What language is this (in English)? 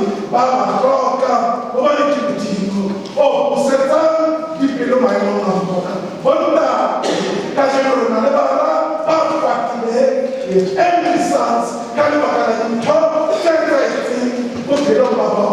Southern Sotho